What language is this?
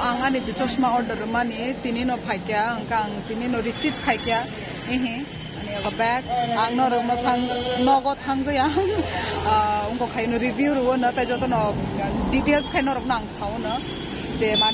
Kok Borok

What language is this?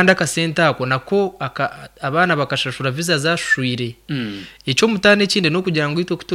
Nyankole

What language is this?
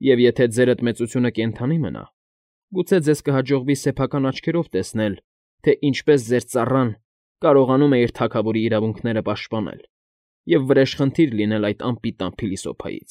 Armenian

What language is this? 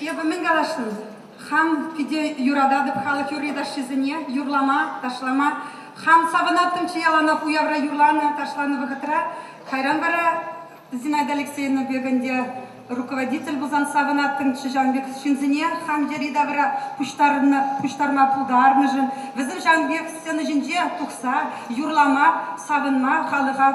Chuvash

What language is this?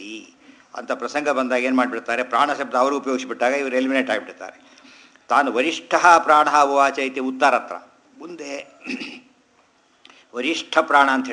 Kannada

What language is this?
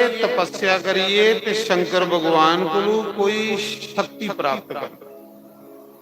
Dogri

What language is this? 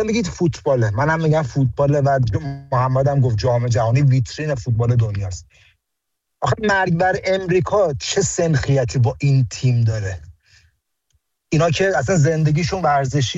Persian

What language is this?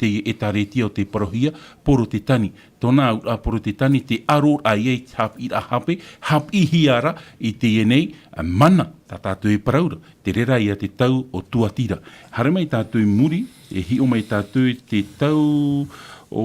Tahitian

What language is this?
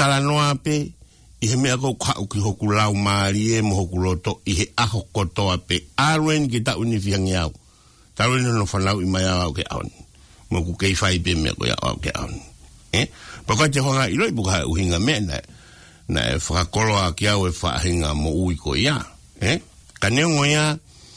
Tongan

